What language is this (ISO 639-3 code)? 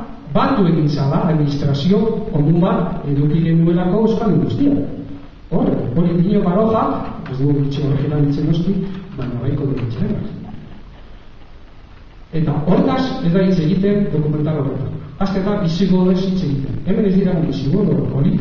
eus